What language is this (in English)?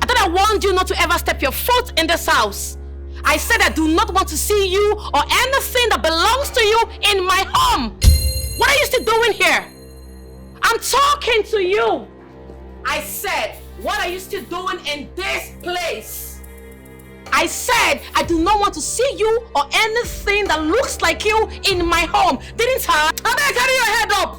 Nigerian Pidgin